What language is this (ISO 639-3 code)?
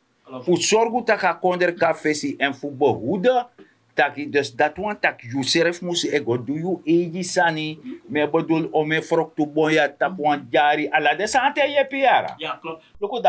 srn